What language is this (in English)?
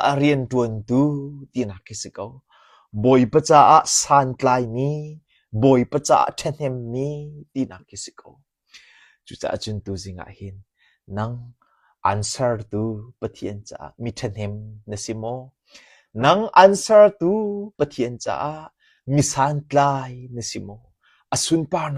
Hakha Chin